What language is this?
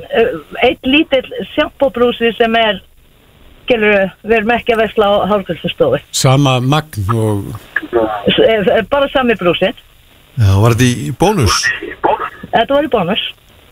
Icelandic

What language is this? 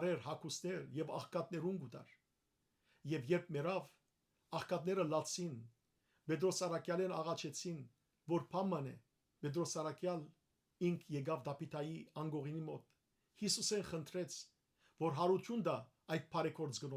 Western Armenian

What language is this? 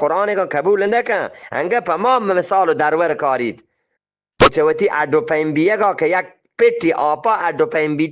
Eastern Balochi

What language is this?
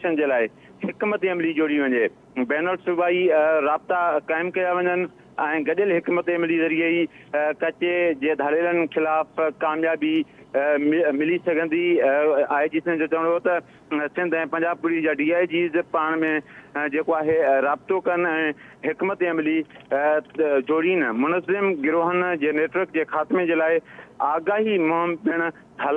Sindhi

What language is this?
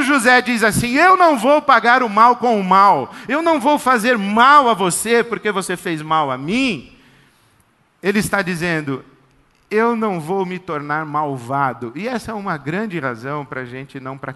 Portuguese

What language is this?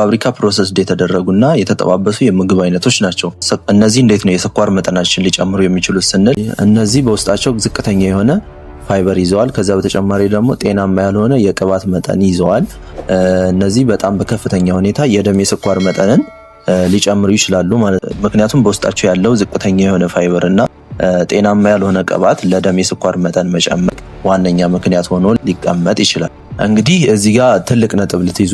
Amharic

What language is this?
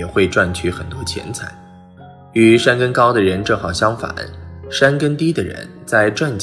Chinese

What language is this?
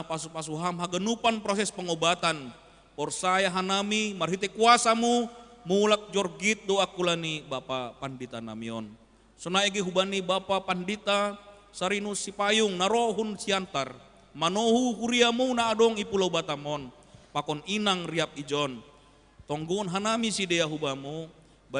Batak Simalungun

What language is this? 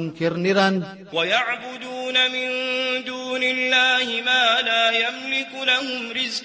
Maranao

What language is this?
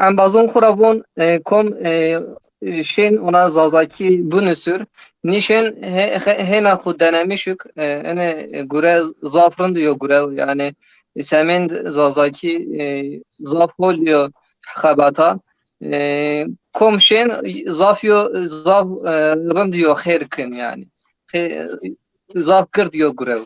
Zaza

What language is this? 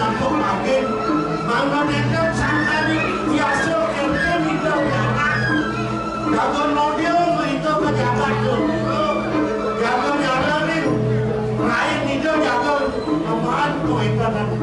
Balinese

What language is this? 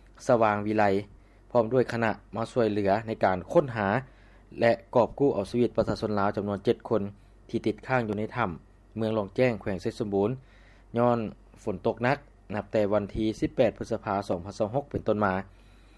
Lao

